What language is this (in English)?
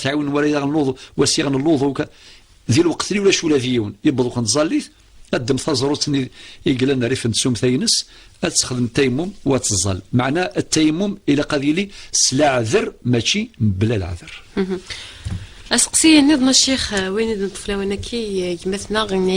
Kabyle